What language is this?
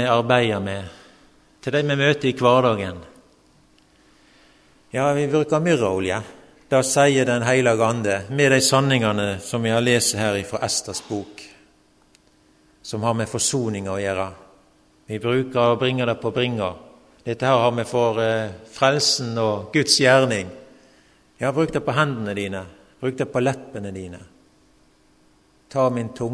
Norwegian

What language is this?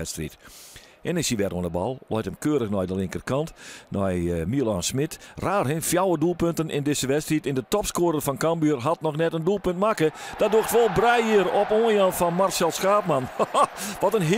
Western Frisian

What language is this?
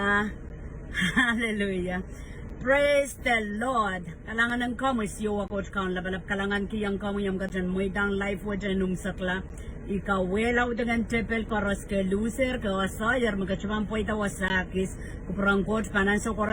Pohnpeian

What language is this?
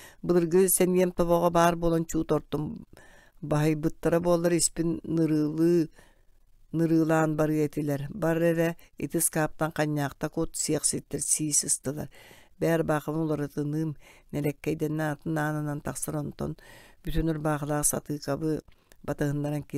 Yakut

